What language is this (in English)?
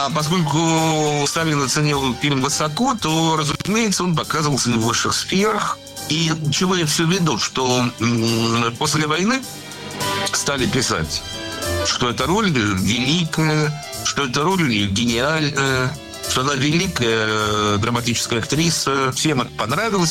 Russian